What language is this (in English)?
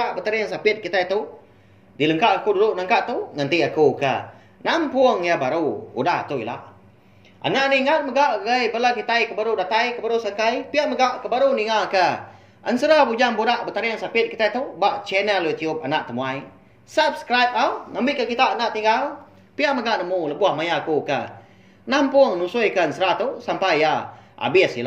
Iban